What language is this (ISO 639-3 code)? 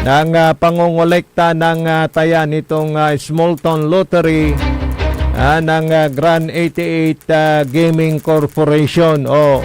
pag